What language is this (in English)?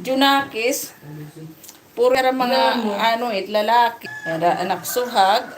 Waray